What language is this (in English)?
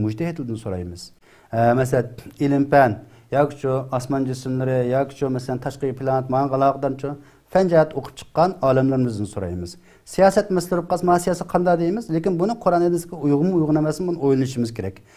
Uyghur